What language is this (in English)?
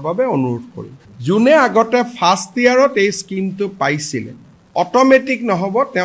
Assamese